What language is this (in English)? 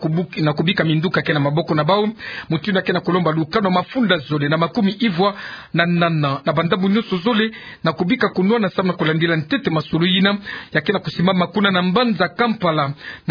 Kituba (Democratic Republic of Congo)